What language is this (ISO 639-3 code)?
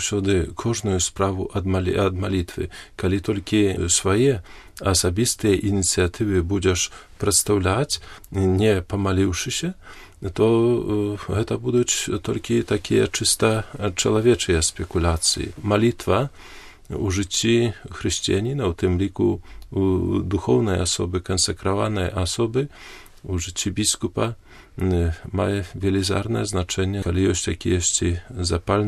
bel